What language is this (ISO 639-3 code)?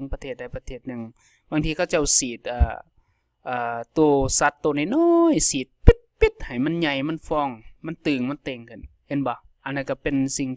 lao